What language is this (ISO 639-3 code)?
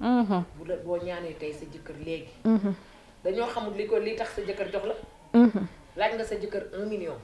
wol